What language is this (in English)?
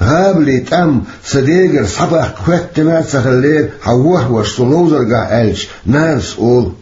Chechen